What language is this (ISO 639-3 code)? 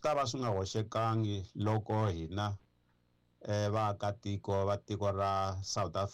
tso